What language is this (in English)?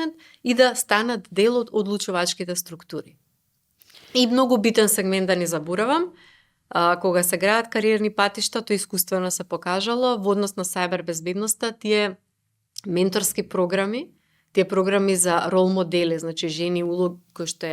Macedonian